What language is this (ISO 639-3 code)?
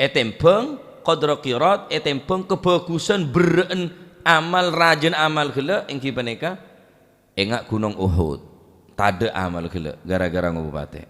mad